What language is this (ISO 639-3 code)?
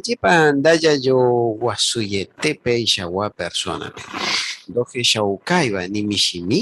grn